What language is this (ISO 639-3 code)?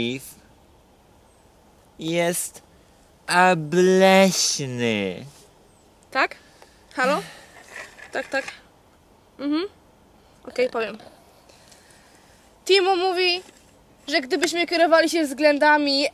pol